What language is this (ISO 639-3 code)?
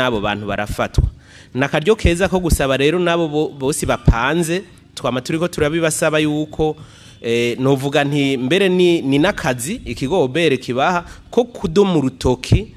run